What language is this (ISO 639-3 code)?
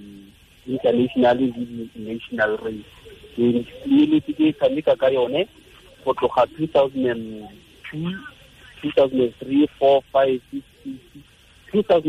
tsn